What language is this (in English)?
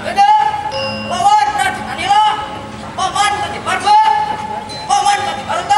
Banjar